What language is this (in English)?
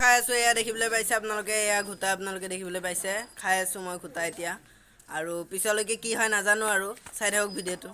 Assamese